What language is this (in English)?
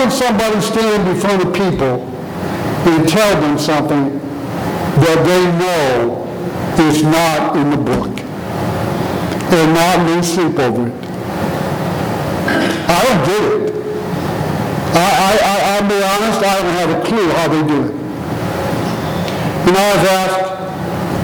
English